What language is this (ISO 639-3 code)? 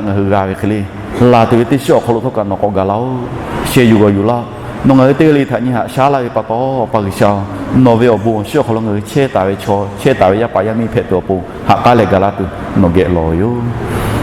lhu